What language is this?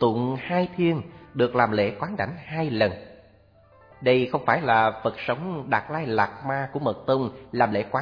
Vietnamese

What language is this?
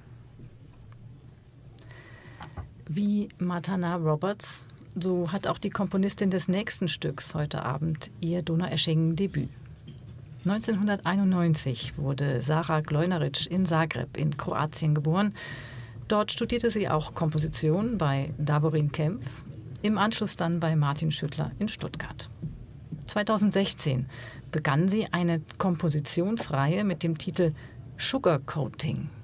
German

